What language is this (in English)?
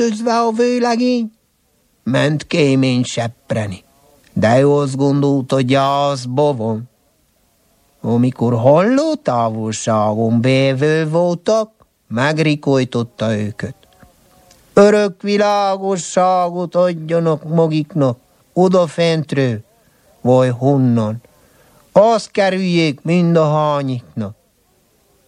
Hungarian